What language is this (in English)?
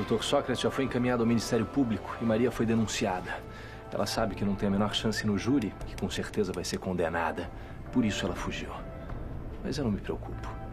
Portuguese